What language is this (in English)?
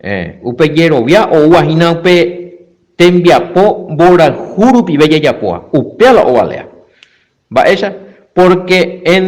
Guarani